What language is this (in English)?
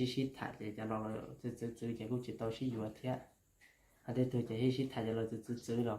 Hmong